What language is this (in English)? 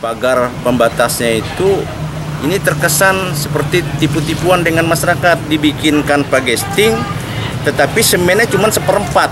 Banjar